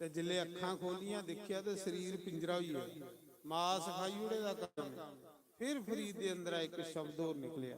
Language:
Dogri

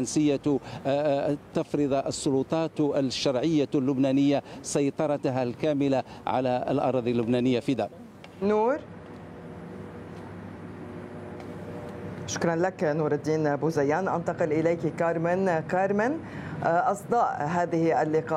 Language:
Arabic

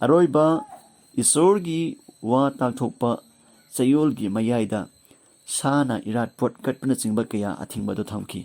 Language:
Manipuri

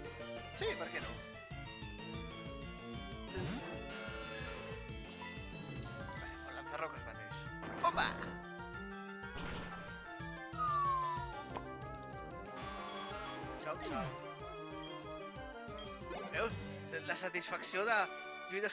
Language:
Catalan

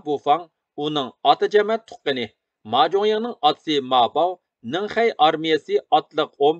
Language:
Uyghur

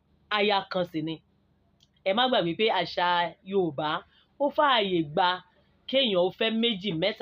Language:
Yoruba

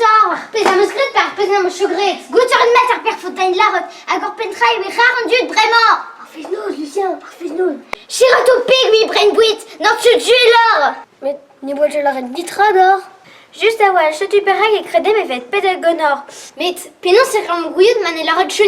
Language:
Breton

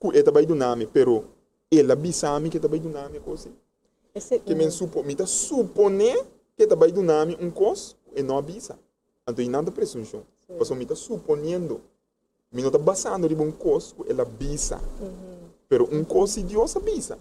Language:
Papiamento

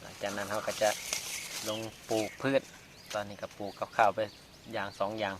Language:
Lao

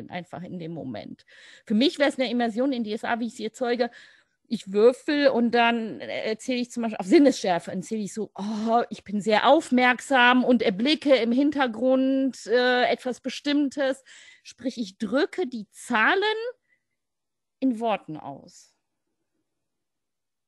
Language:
German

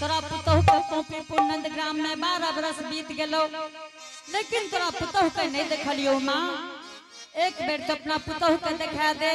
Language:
Angika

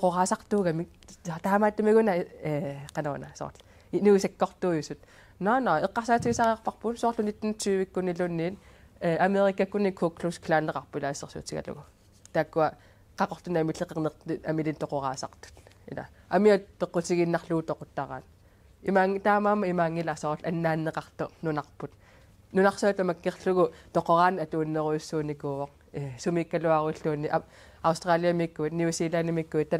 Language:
Kalaallisut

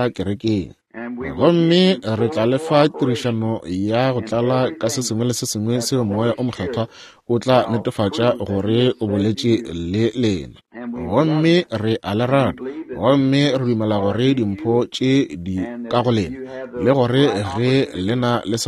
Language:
Northern Sotho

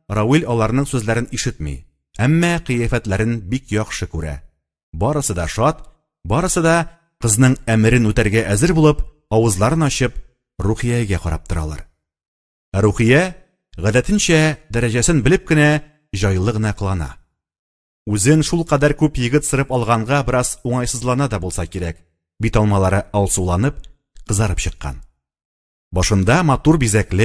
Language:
Tatar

